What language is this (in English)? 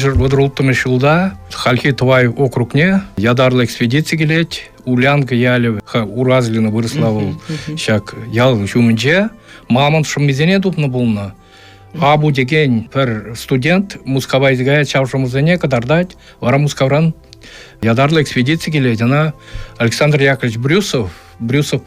Chuvash